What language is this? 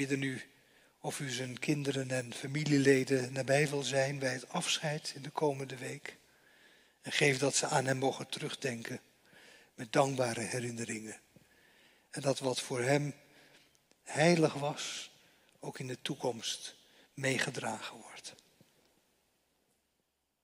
Dutch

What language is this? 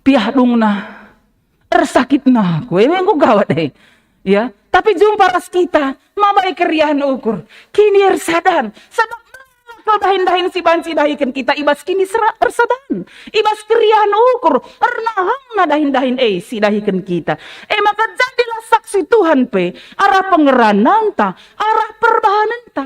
Batak Karo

